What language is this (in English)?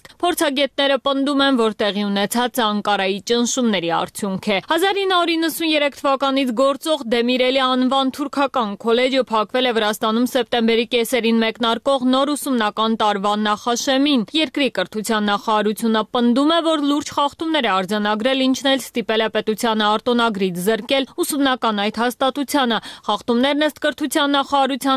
Armenian